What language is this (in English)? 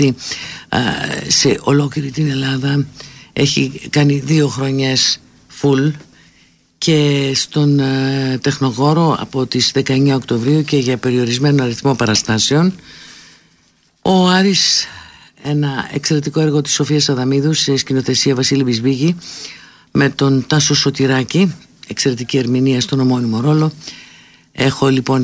Greek